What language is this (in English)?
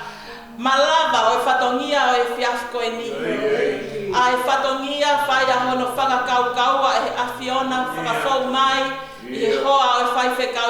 Tongan